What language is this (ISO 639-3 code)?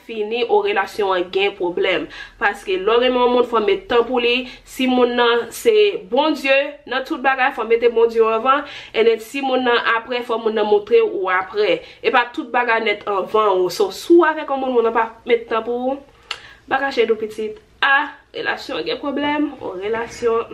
hat